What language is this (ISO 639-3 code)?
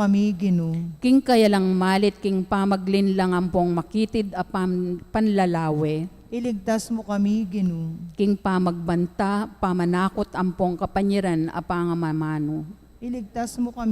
pam